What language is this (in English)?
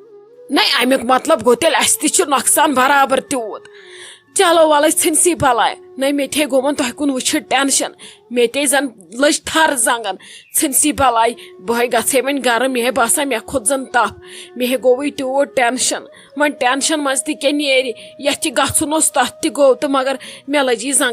Kashmiri